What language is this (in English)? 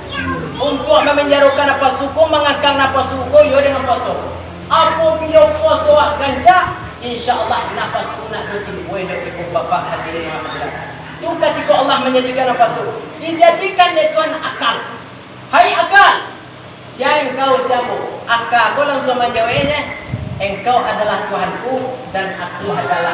Minangkabau